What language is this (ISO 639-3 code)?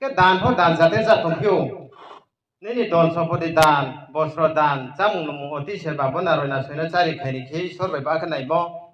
ria